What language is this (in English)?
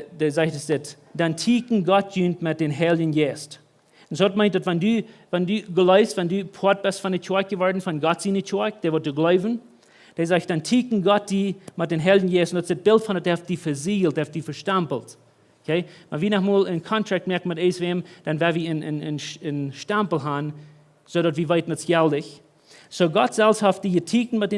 Plautdietsch